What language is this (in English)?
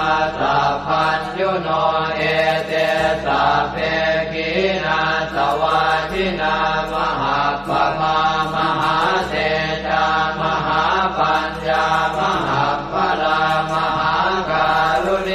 Pali